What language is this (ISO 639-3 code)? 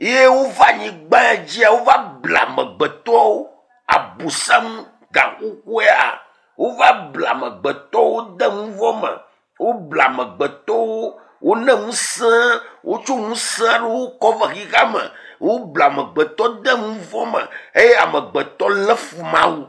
ewe